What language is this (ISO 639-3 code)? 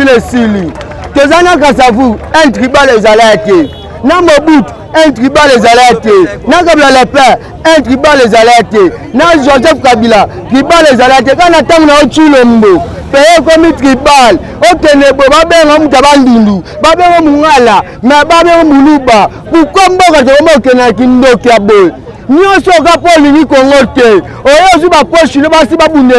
lin